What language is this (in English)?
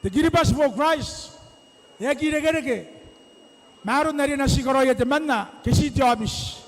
Gilbertese